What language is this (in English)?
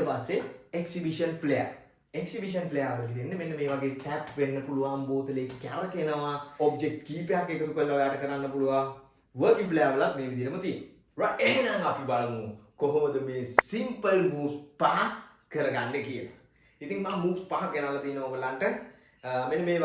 Sinhala